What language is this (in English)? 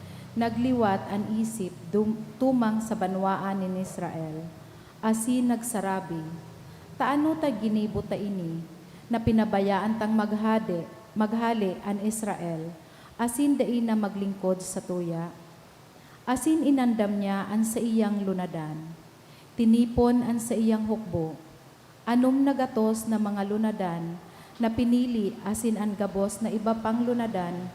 Bikol